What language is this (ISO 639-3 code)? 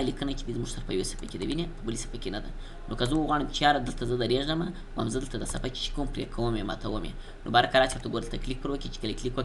pus